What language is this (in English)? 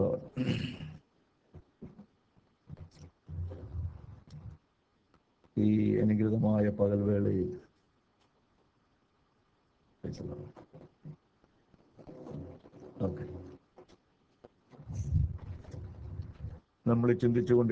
Malayalam